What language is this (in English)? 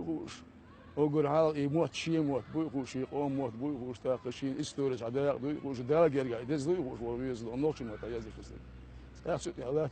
Chechen